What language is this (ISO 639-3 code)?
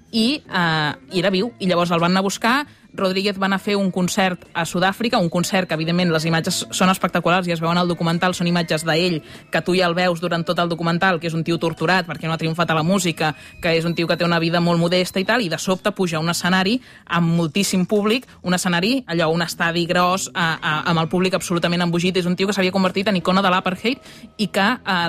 cat